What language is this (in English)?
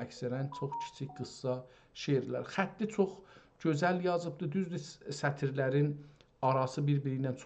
South Azerbaijani